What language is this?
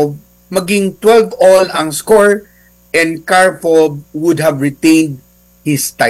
Filipino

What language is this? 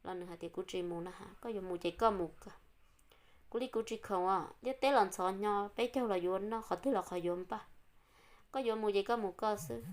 Hmong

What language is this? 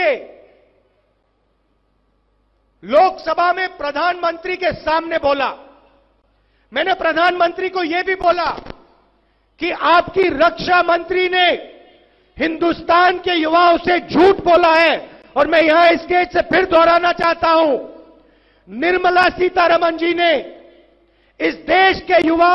Hindi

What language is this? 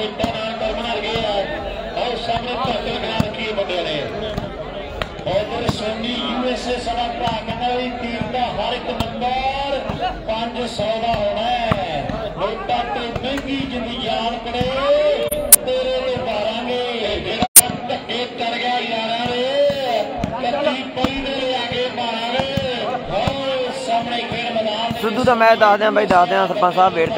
Punjabi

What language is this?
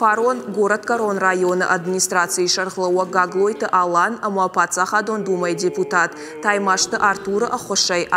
Ossetic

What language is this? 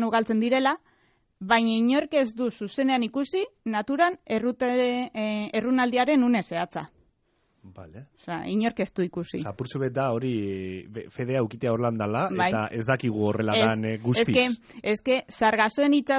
Basque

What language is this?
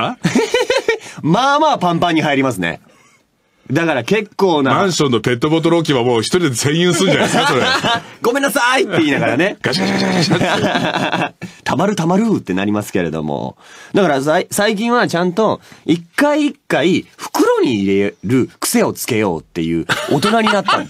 Japanese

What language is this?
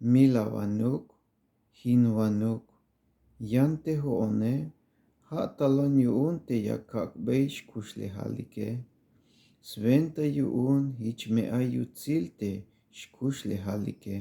Tzeltal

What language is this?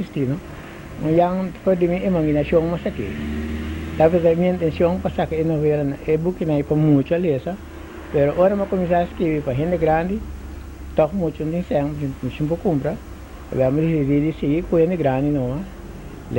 Papiamento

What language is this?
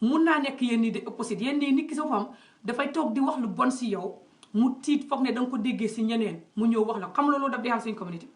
Wolof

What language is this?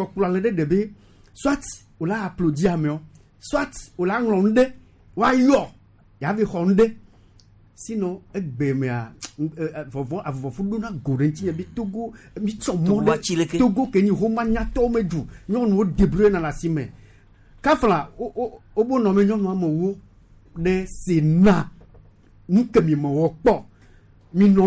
Gen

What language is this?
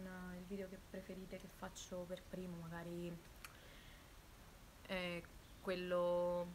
Italian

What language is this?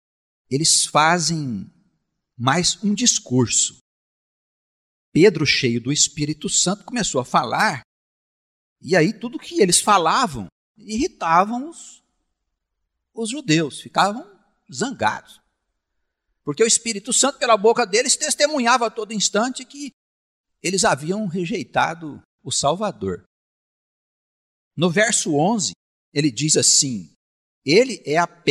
Portuguese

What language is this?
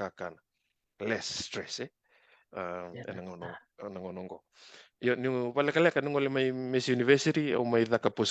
Fijian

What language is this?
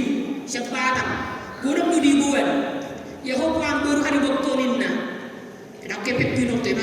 Batak Toba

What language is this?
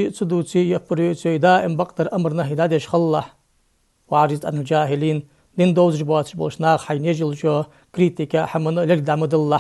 Ingush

